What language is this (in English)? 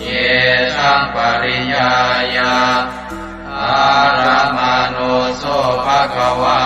Pali